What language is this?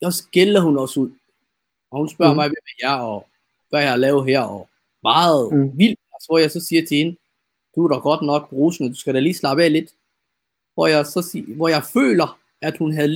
Danish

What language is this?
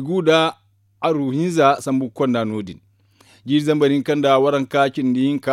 Zarma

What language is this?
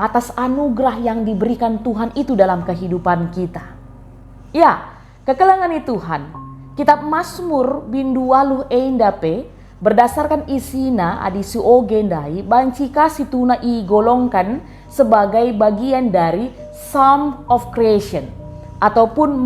Batak Karo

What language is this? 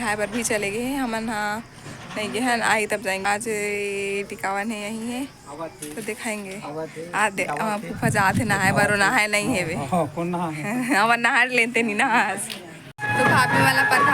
Chhattisgarhi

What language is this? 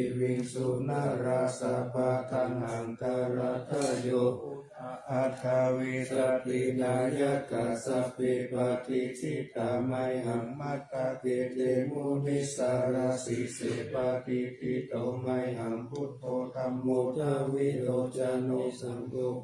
Pali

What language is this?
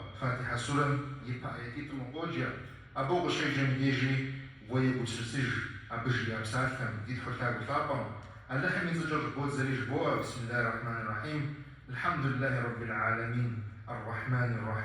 Kabardian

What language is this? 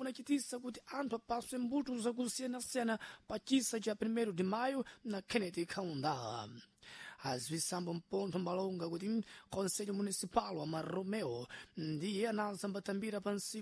Sena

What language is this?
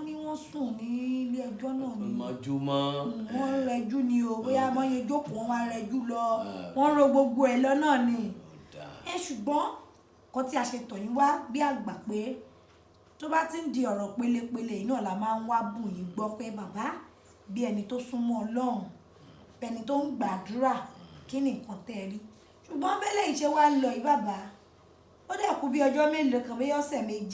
Yoruba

